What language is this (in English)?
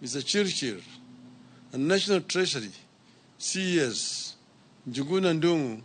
Luo (Kenya and Tanzania)